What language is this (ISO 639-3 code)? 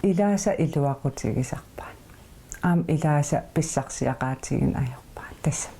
kal